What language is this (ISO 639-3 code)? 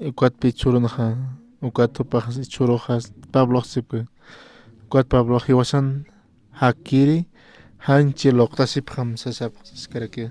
aym